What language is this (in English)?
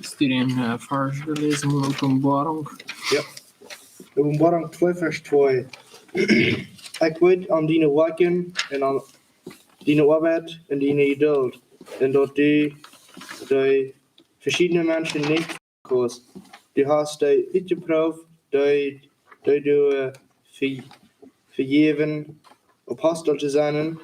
Plautdietsch